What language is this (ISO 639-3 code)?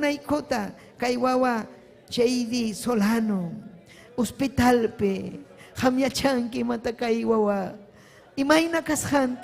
quy